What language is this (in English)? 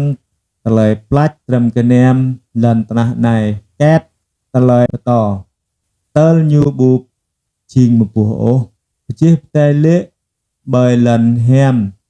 Jarai